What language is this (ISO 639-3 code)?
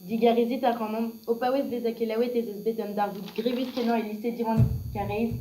bre